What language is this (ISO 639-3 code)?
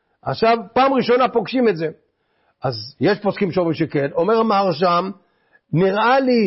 heb